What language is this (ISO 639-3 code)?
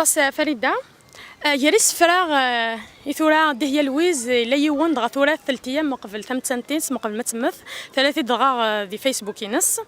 kab